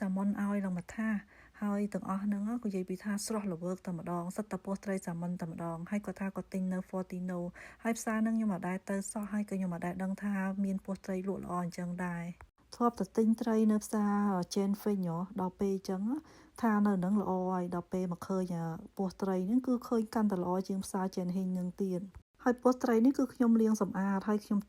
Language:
Khmer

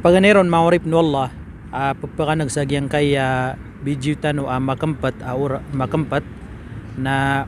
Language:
Maranao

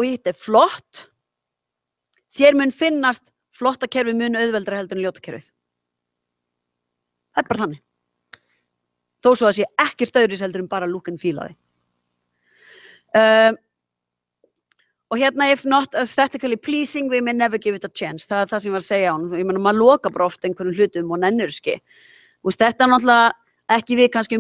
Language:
Icelandic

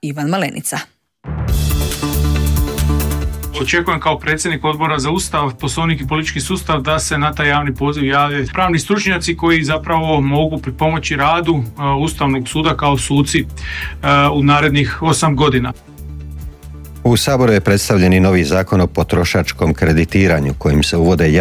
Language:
Croatian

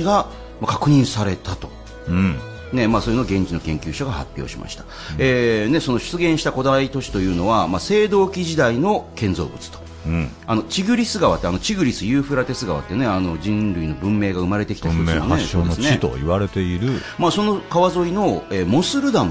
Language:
Japanese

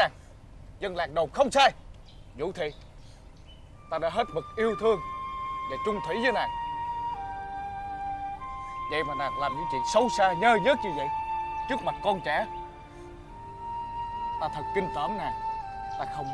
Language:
Vietnamese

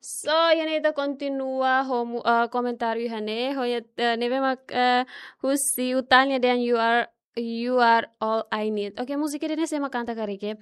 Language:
Tetum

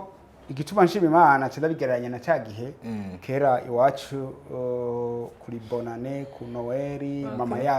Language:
Rundi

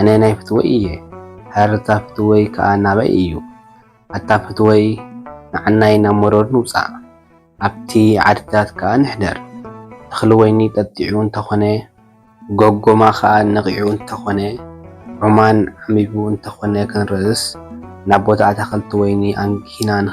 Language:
Tigrinya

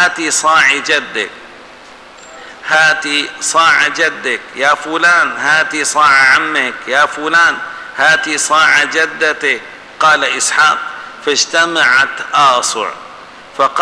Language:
Arabic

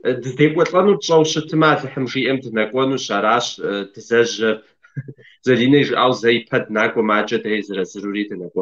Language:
Kabardian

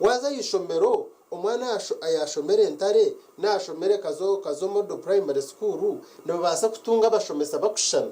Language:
Nyankole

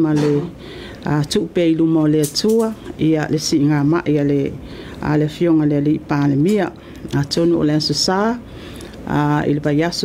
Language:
Samoan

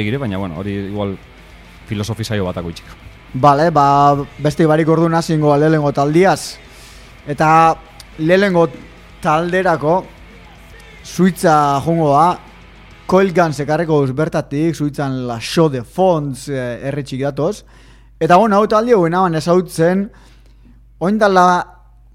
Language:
Basque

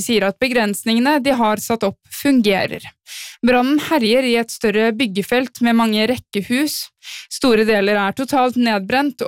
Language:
Norwegian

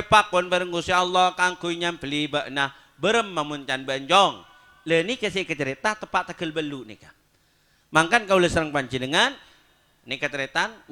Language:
Madurese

